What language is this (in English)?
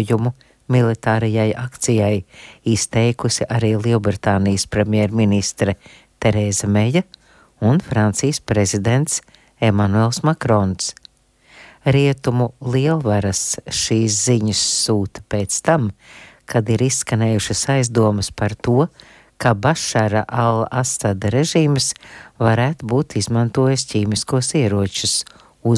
Latvian